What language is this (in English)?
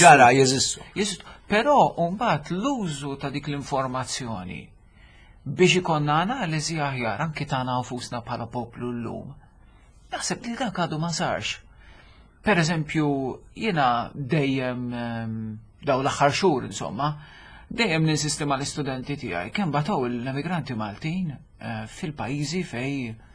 Maltese